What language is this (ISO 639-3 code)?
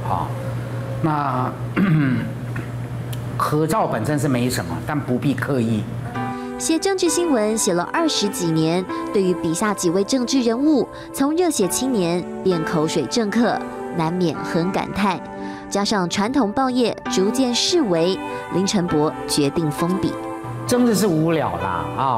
zho